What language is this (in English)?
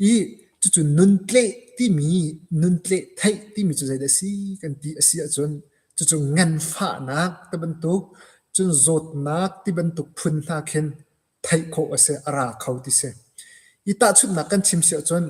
Hakha Chin